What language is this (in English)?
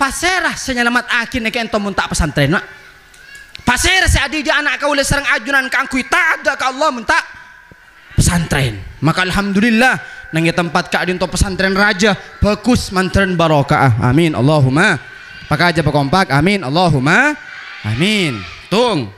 Madurese